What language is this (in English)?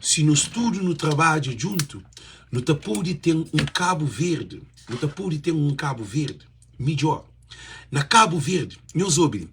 Kabuverdianu